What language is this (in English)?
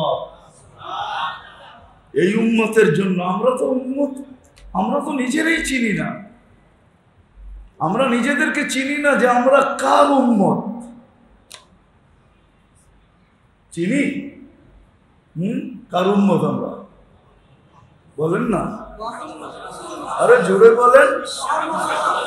Bangla